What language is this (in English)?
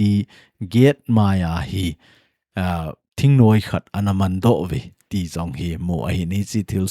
Thado Chin